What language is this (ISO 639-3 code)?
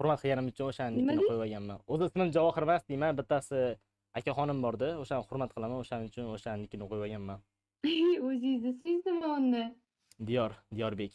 uzb